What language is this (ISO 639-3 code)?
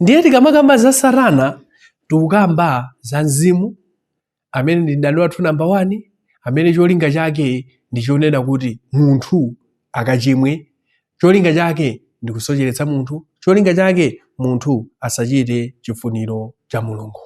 nya